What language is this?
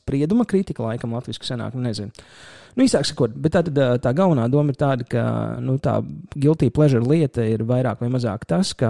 Latvian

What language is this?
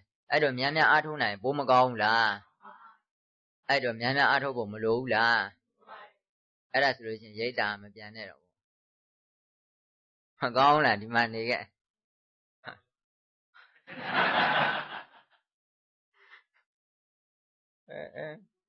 Burmese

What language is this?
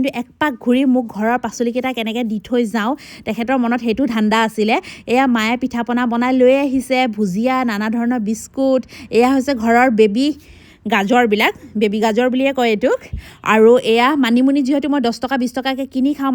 Assamese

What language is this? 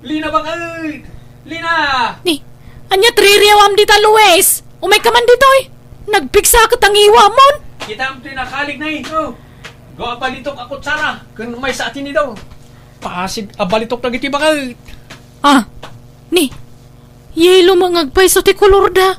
Iloko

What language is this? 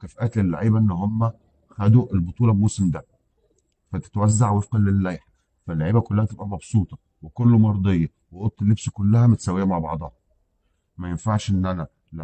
Egyptian Arabic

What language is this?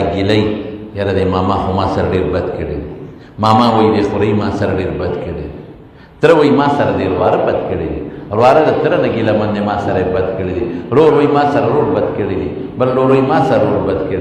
Pashto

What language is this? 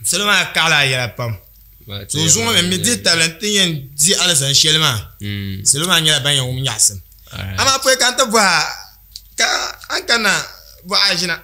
Dagbani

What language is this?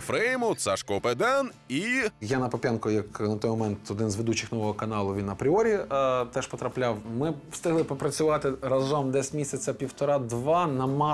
Ukrainian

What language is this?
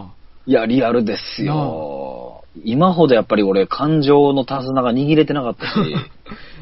Japanese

